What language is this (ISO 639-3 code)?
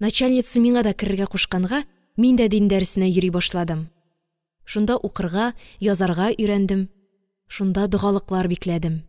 tat